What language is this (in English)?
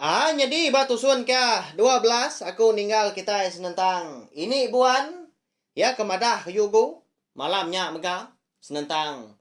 Iban